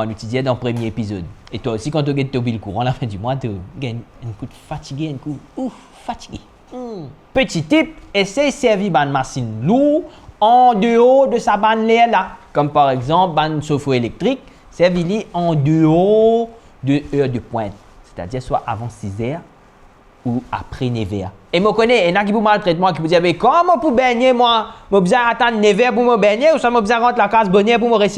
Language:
Morisyen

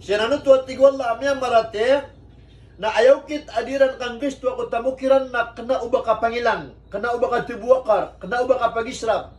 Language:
Maranao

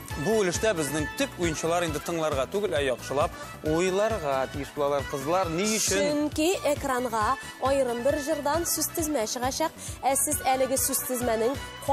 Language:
Tatar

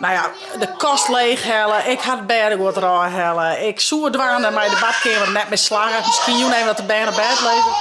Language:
Western Frisian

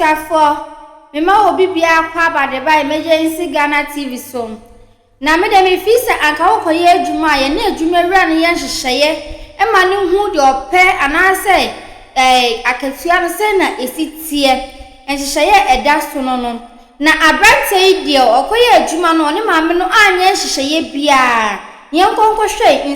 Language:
Akan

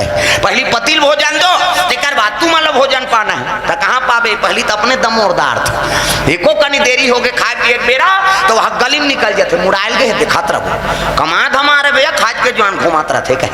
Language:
Chhattisgarhi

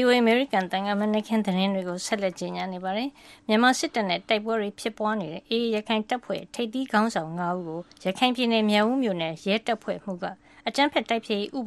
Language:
Burmese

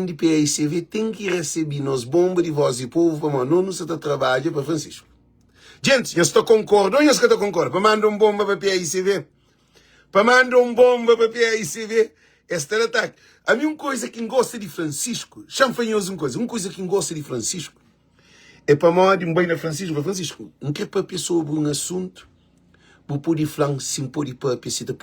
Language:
Kabuverdianu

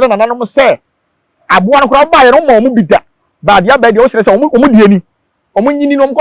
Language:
Akan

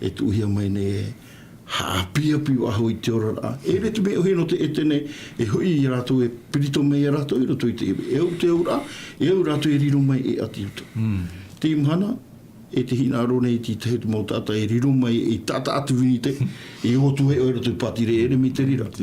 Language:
Tahitian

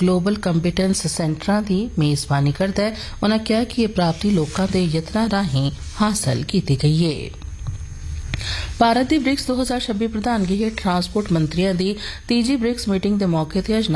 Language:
Punjabi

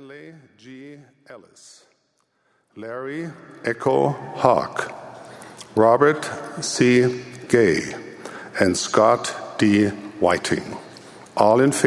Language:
Tahitian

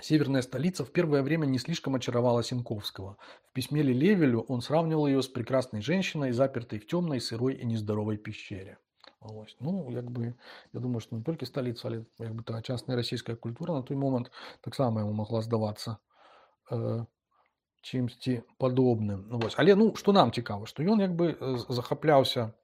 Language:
Belarusian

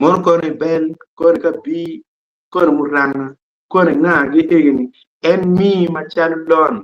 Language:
Acoli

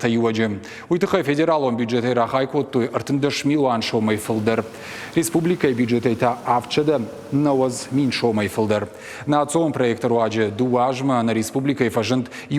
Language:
Ossetic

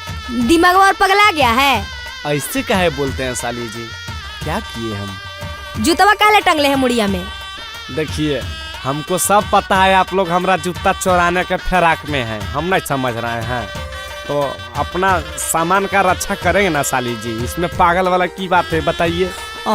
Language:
Magahi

